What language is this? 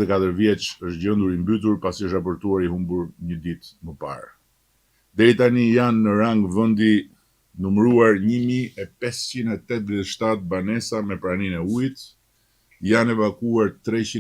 Albanian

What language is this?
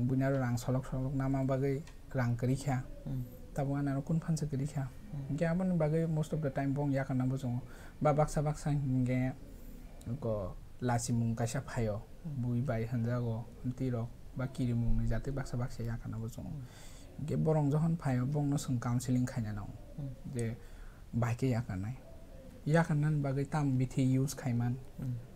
Kok Borok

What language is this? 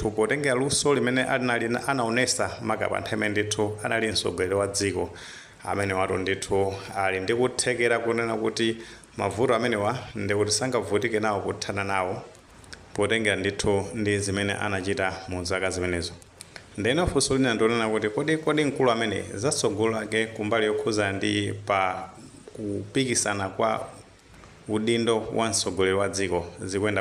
Nyanja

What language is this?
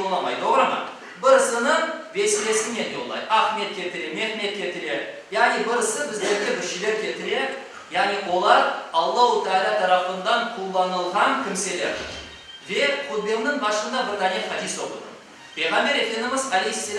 Crimean Tatar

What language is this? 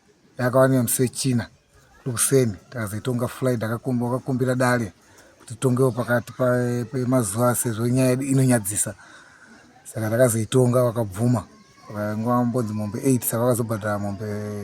Shona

